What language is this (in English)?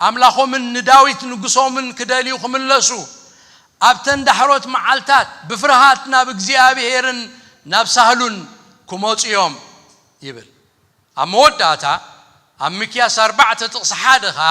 Tigrinya